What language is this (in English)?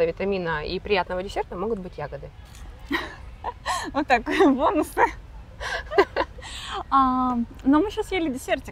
Russian